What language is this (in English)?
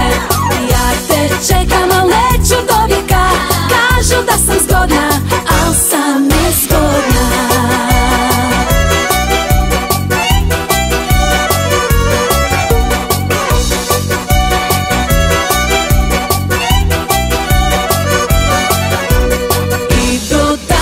Croatian